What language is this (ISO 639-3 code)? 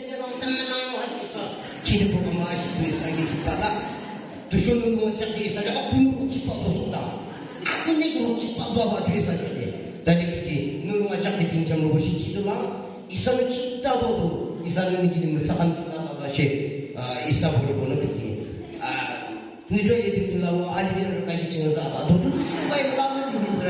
yim